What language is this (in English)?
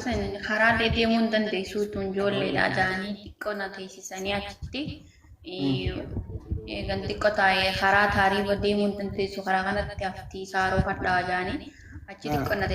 Oromo